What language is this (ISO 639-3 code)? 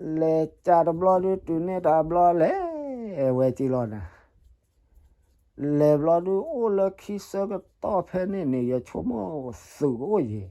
ksw